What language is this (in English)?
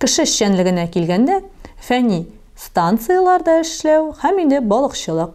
Tatar